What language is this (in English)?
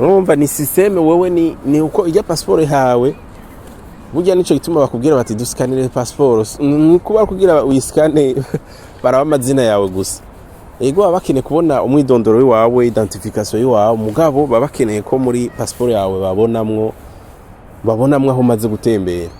Rundi